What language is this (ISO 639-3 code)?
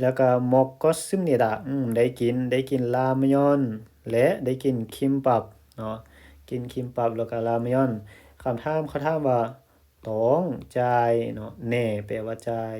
lao